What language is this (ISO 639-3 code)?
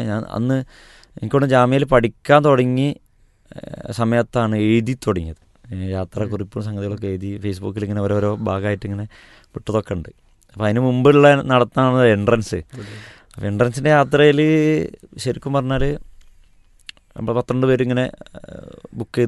mal